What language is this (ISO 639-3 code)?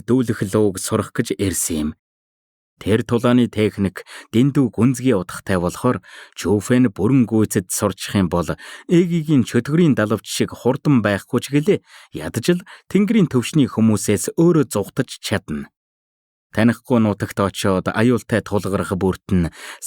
mon